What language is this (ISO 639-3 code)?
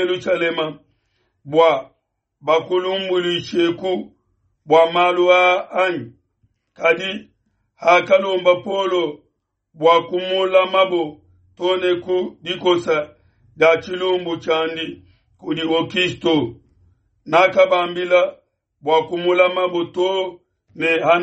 lua